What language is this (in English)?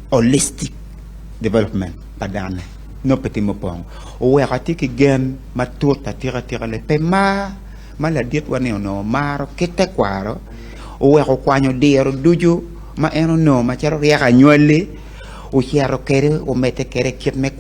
Acoli